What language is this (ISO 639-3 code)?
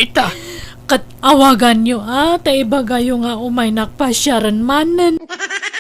ilo